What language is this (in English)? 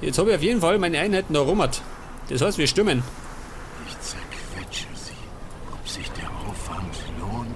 Bavarian